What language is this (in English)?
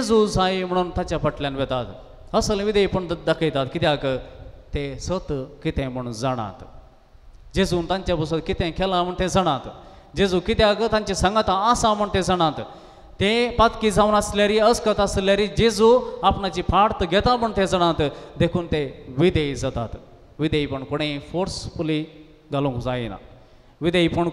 Konkani